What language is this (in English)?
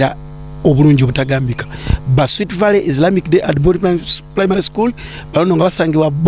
Ganda